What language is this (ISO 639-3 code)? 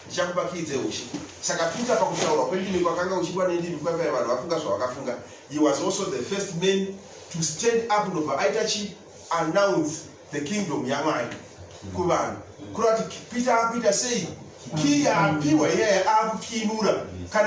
sna